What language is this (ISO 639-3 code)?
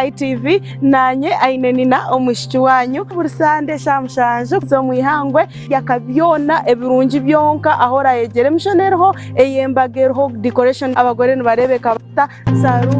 nyn